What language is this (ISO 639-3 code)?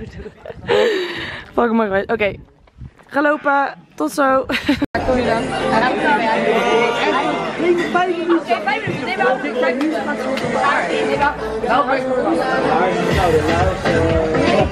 nld